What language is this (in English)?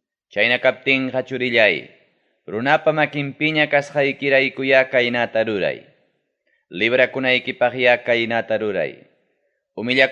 Ayacucho Quechua